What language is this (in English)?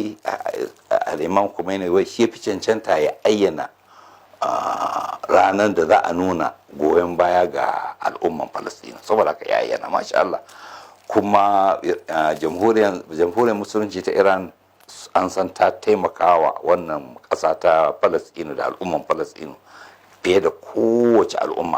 Hausa